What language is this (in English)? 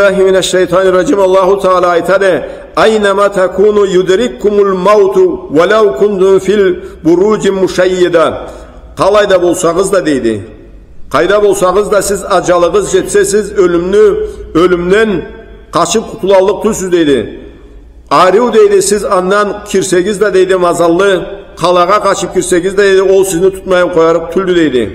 Karachay-Balkar